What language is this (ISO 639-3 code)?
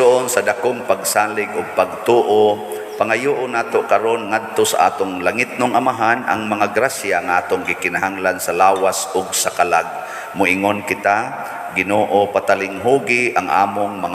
ceb